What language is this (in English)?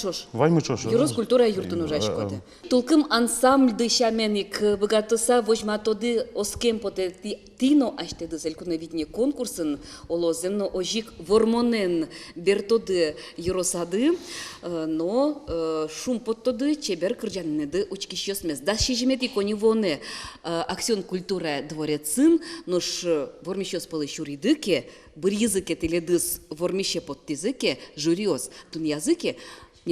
Udmurt